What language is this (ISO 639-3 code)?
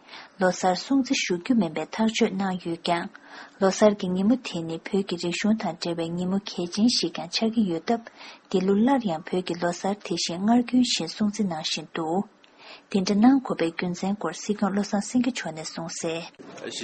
bod